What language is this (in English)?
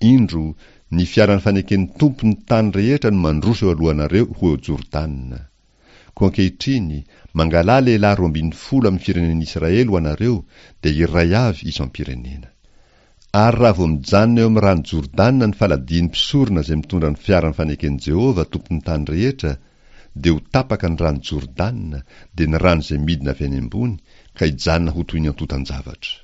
Malagasy